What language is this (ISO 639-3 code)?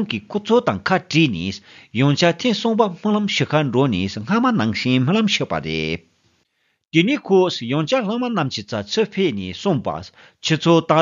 bod